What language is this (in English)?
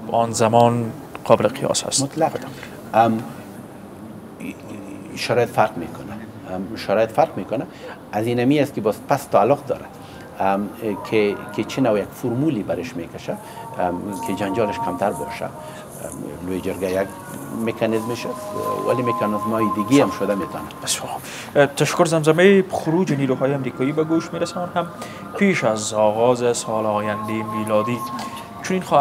Persian